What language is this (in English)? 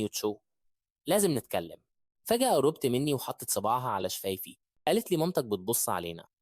Egyptian Arabic